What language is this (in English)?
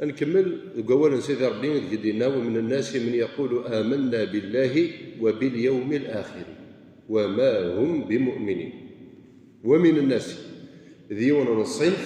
Kabyle